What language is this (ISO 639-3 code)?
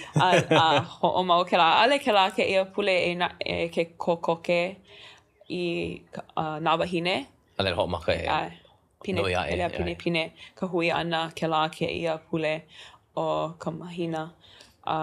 haw